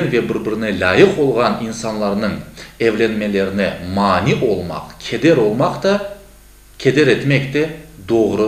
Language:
Crimean Tatar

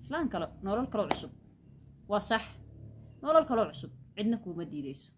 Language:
Somali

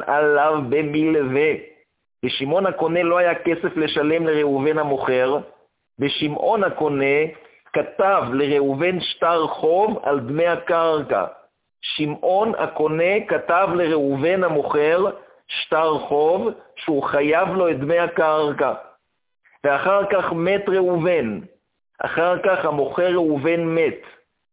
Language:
Hebrew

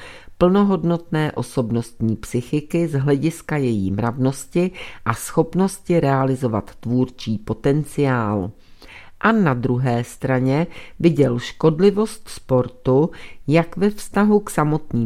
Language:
Czech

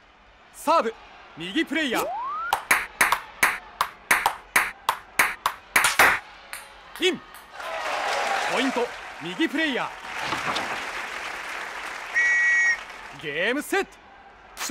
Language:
Japanese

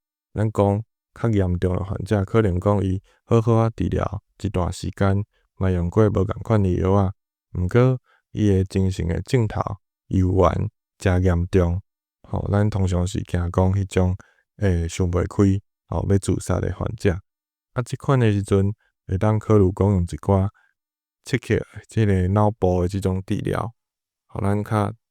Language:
Min Nan Chinese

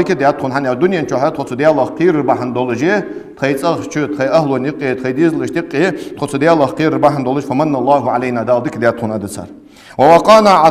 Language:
Ingush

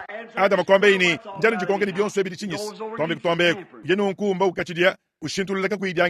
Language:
Luba-Lulua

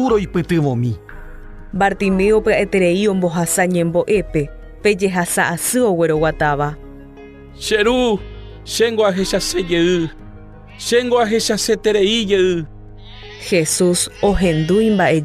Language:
Guarani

